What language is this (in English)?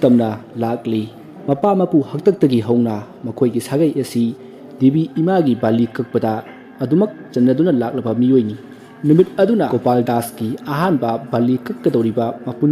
Manipuri